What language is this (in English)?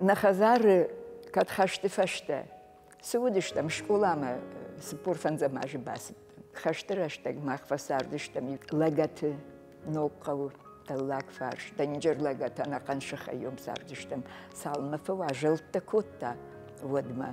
Ossetic